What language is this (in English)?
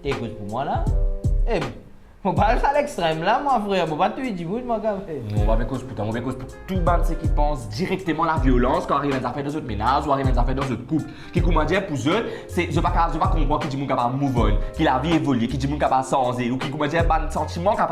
Morisyen